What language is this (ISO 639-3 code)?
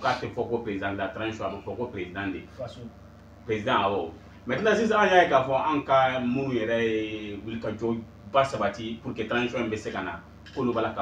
bam